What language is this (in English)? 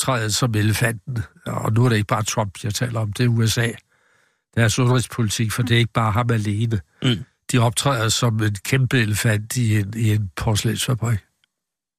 Danish